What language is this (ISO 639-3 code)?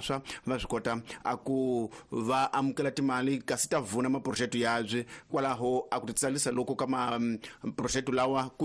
tso